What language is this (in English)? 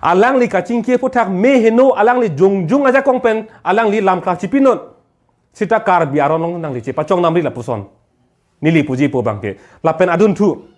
Karbi